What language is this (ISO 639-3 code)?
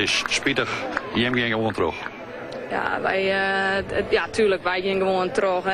fry